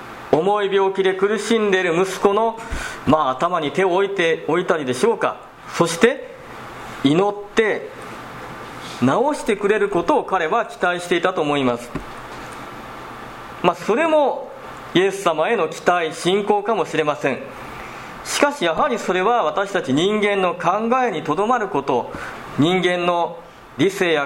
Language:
Japanese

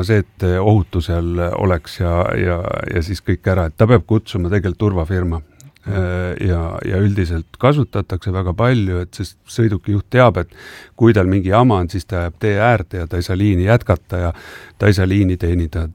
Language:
Estonian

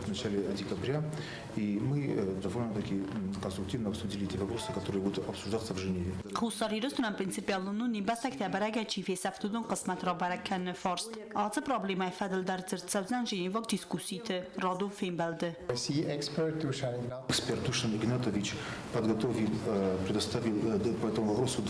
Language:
Ossetic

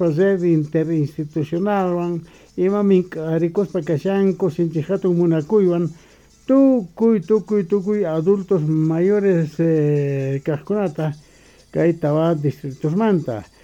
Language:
South Bolivian Quechua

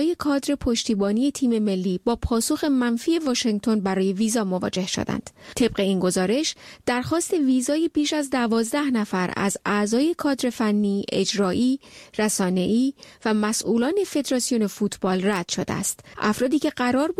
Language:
Persian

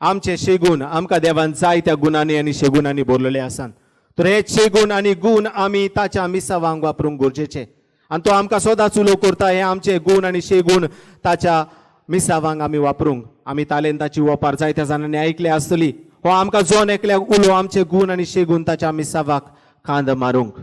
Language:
Konkani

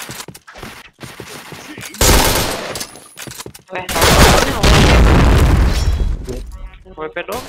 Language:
Indonesian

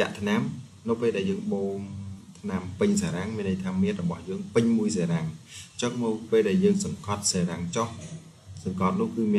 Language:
Khmer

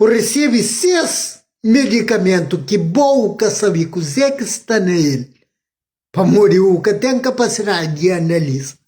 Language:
Kabuverdianu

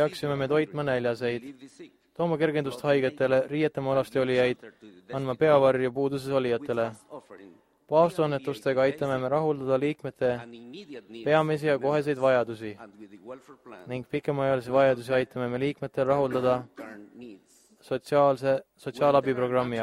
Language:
Estonian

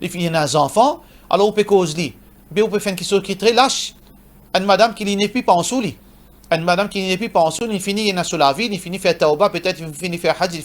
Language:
Morisyen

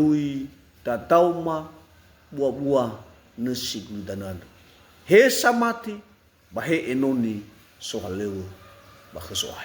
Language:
Nias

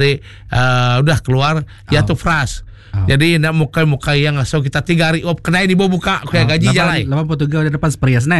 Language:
Iban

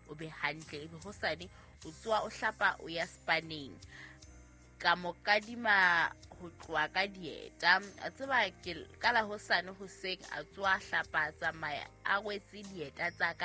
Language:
Southern Sotho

